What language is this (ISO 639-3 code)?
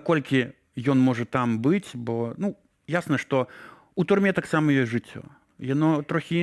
bel